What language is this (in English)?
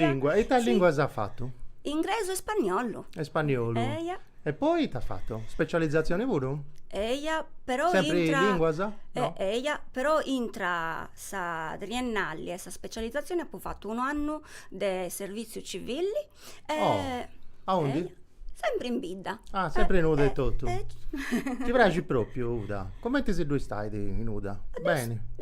Sardinian